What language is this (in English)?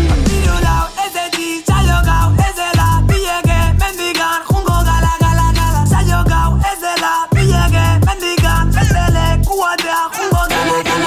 Basque